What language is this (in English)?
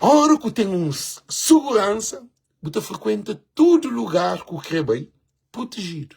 Kabuverdianu